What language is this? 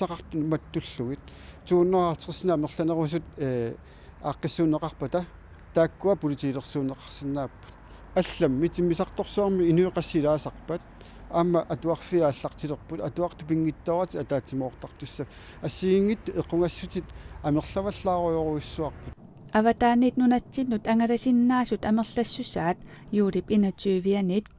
Kalaallisut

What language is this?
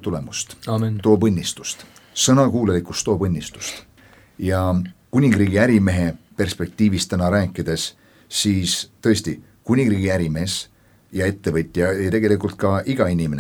Estonian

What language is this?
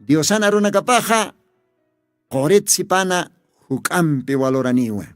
Aymara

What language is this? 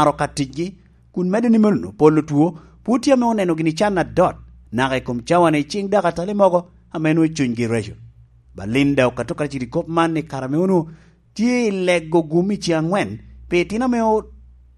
Lango (Uganda)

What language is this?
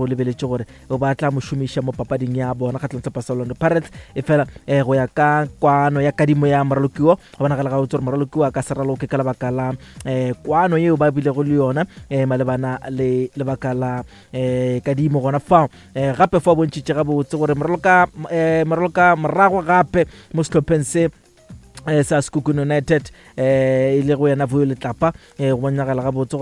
Northern Sotho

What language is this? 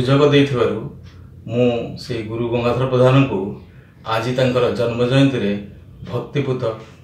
Odia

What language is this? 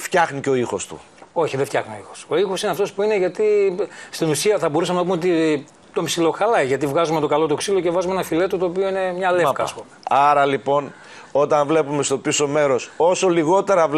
Greek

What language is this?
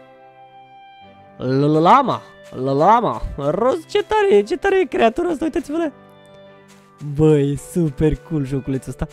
Romanian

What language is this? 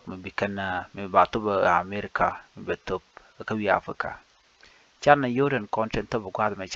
Nuer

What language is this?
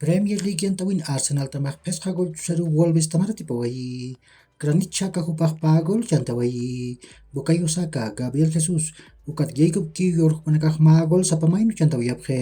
Aymara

